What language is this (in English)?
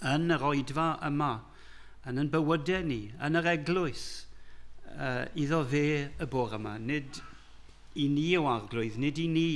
Welsh